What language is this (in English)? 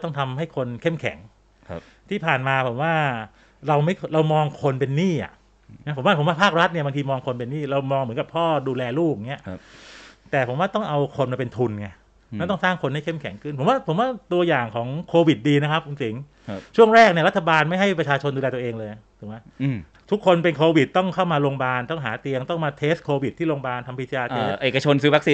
Thai